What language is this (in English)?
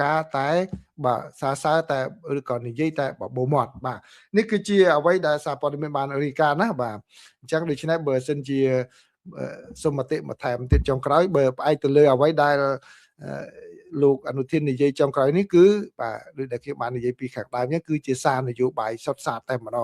Khmer